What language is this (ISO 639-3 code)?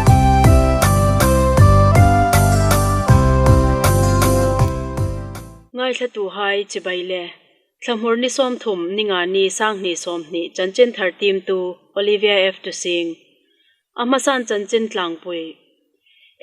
hmr